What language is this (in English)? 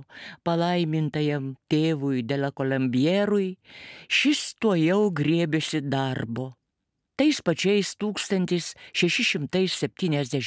Lithuanian